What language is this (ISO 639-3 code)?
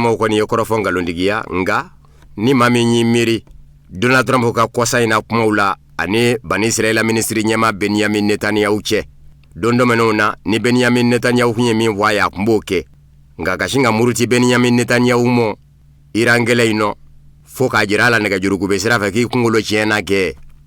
bam